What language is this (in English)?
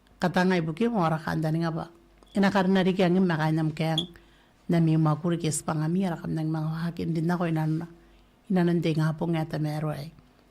Gilbertese